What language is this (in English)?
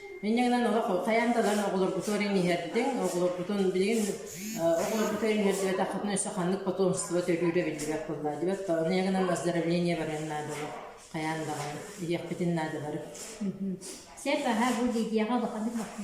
Yakut